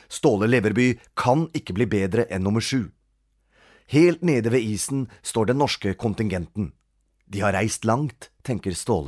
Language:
Norwegian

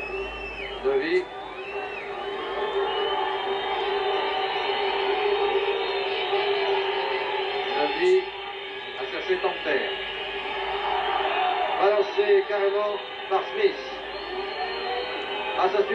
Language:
French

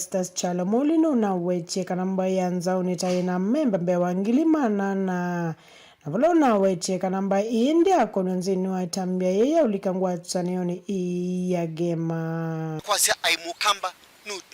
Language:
Kamba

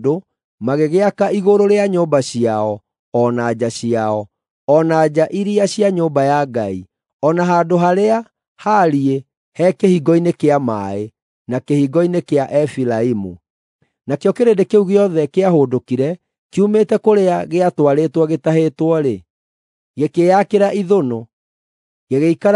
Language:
Kikuyu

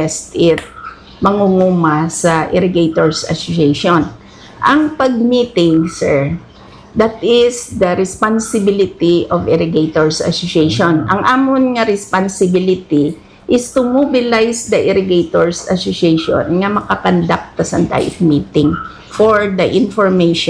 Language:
Hiligaynon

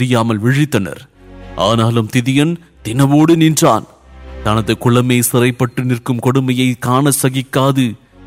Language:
Tamil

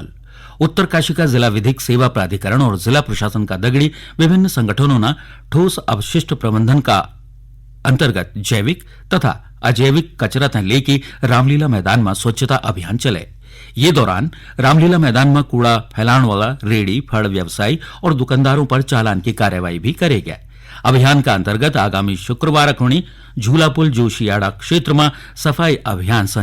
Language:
Garhwali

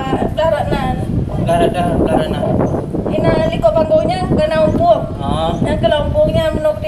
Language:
Achinese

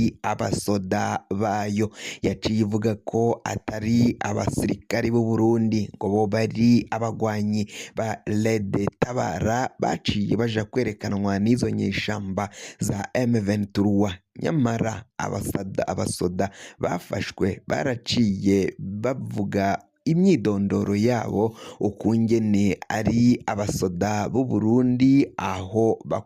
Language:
Rundi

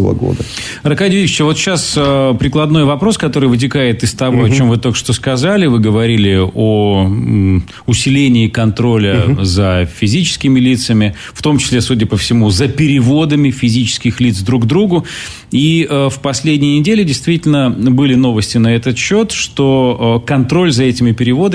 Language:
Russian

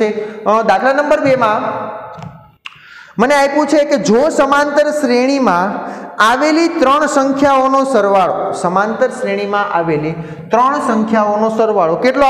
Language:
Gujarati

